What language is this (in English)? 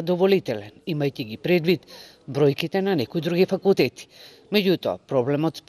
Macedonian